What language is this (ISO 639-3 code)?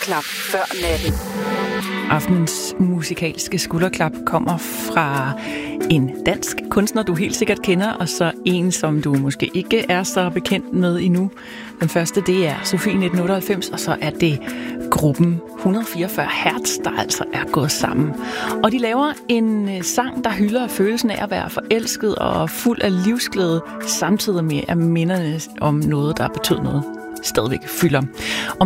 dan